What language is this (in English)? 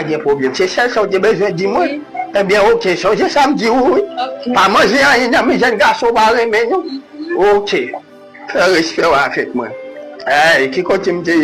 Haitian Creole